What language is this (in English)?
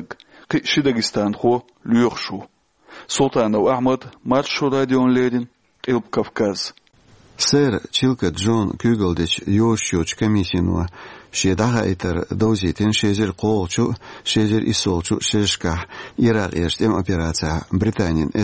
Chechen